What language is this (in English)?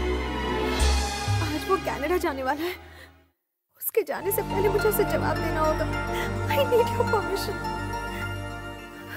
Hindi